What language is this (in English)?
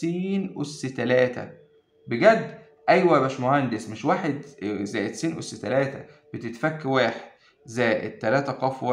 Egyptian Arabic